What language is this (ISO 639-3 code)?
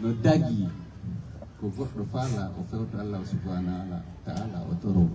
ful